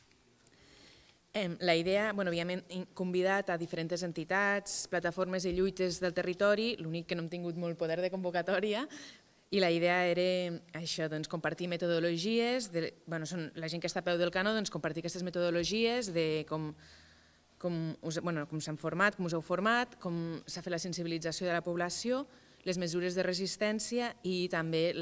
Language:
Catalan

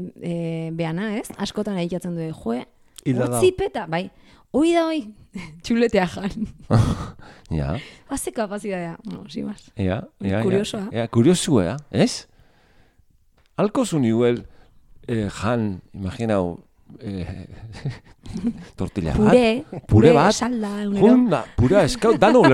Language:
Basque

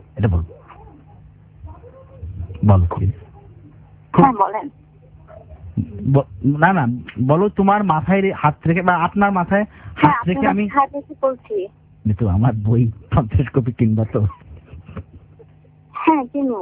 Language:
Bangla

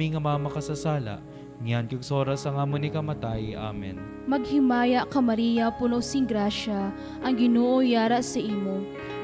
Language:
Hiligaynon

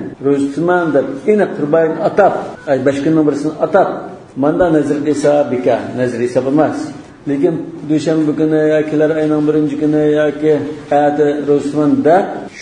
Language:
Uyghur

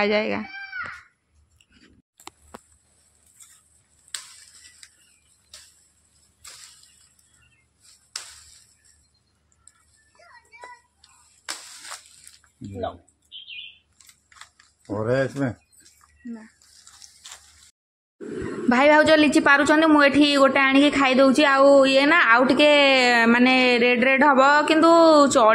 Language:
Hindi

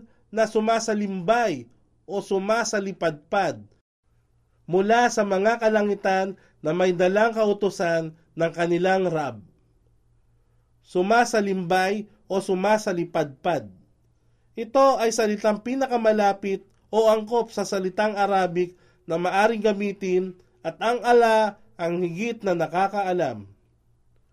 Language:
Filipino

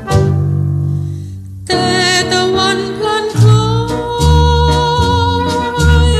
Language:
Thai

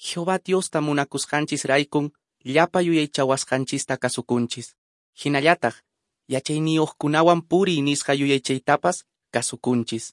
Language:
Quechua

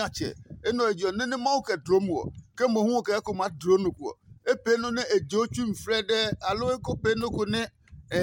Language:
Adangme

